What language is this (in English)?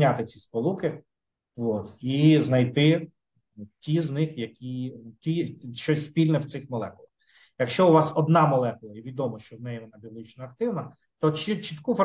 Ukrainian